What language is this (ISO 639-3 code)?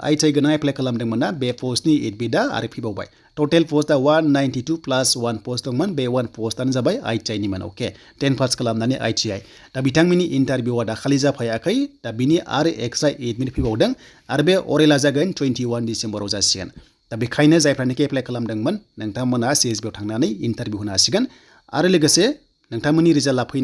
brx